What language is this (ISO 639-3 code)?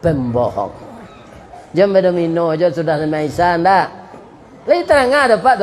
min